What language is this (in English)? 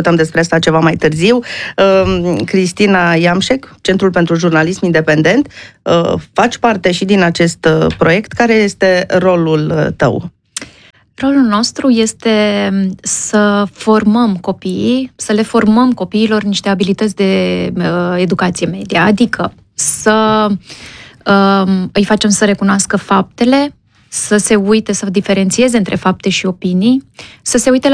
Romanian